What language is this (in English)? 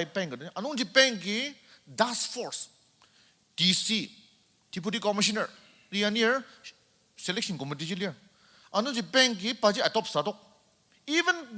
Ao Naga